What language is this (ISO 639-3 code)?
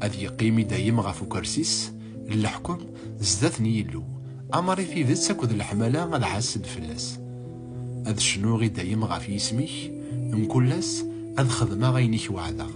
kab